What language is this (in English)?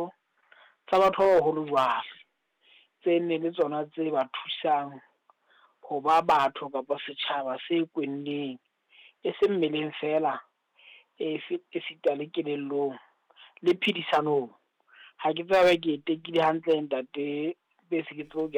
Southern Sotho